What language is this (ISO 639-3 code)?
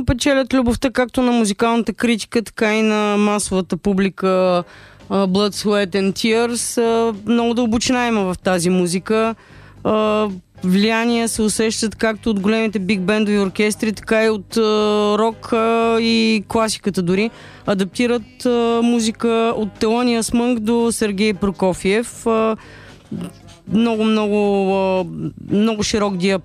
bul